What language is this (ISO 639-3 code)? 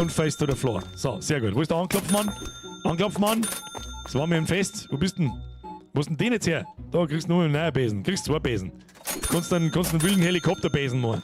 bar